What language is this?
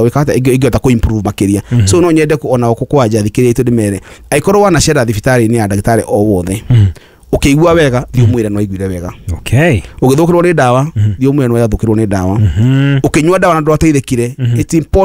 Kikuyu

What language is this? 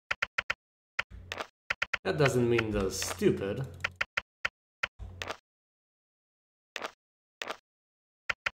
English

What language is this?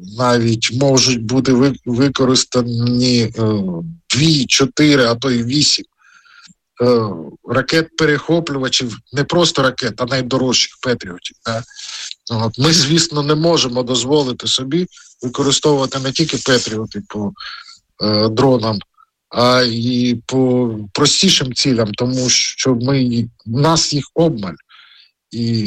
Ukrainian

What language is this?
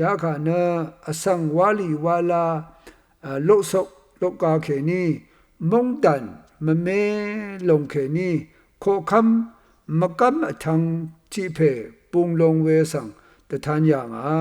Rawang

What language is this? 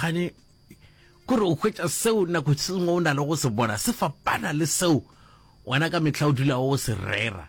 Northern Sotho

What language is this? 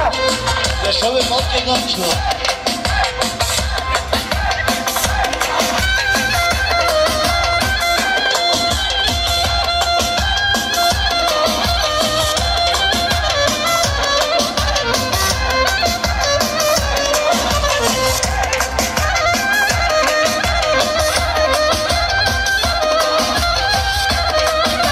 Turkish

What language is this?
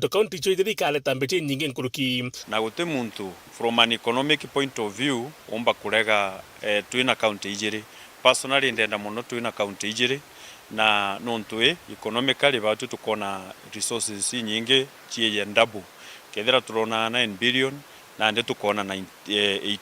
Meru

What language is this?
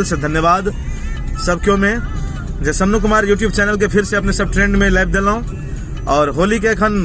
Maithili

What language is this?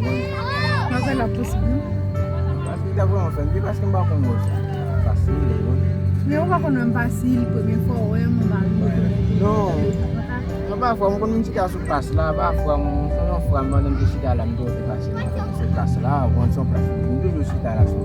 Haitian Creole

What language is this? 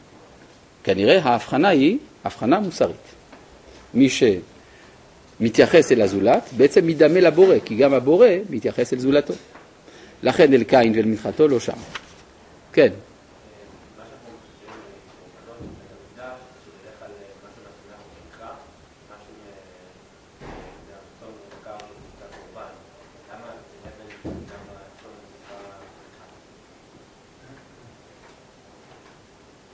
Hebrew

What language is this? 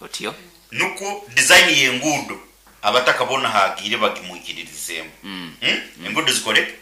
Nyankole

